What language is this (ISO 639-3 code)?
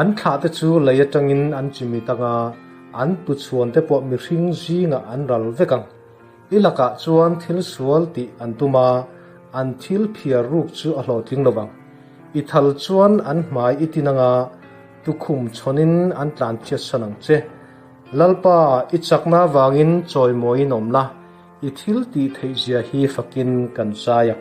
lus